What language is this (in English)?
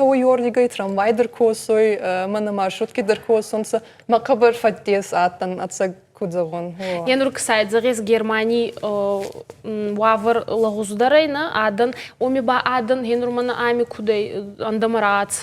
Ossetic